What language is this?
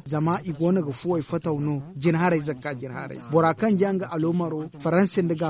Zarma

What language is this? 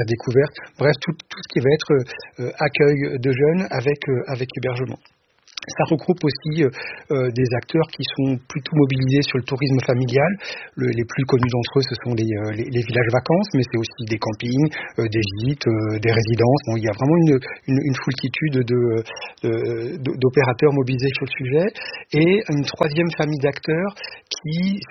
French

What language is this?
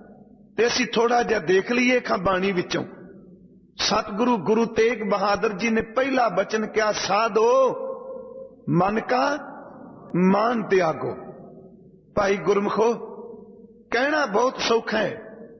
Punjabi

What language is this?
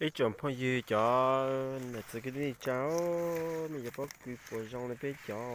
Hmong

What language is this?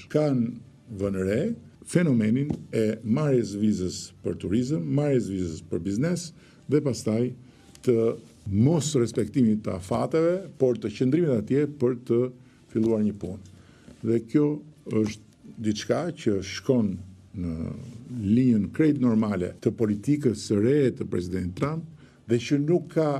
Albanian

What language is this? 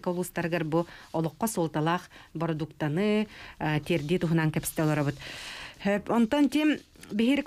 Yakut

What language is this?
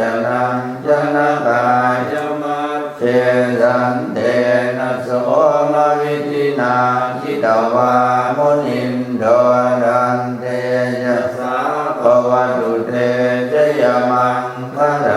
Pali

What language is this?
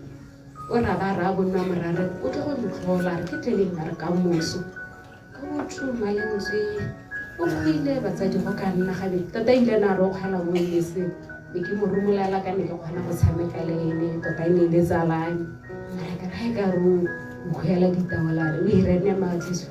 Tswana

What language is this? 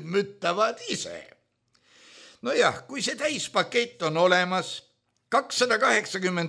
Estonian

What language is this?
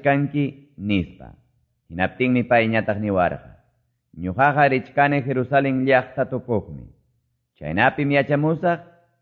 Quechua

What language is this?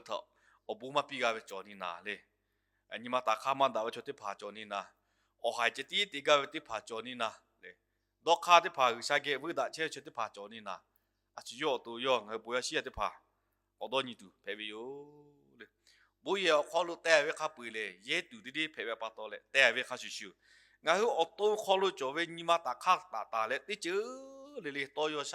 Lahu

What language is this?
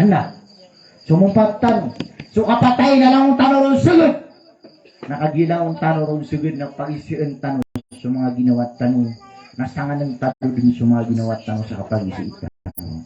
Maranao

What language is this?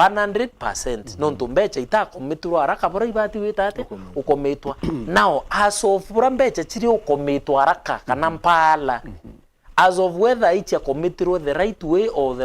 Meru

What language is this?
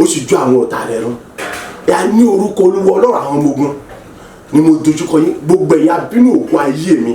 Yoruba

